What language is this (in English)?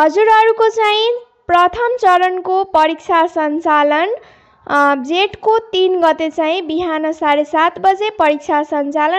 Nepali